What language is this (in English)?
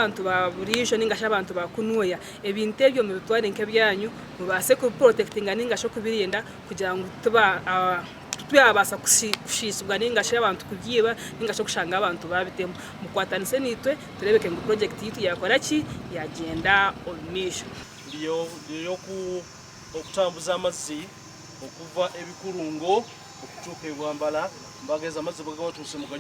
Nyankole